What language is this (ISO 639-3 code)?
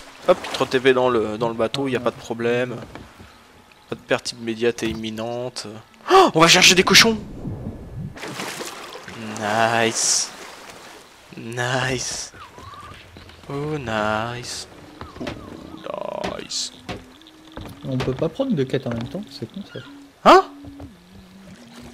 fra